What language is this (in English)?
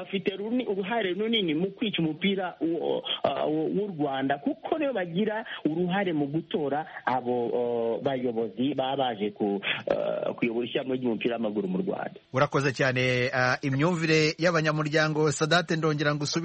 Kinyarwanda